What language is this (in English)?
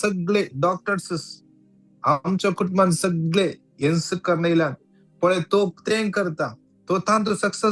Konkani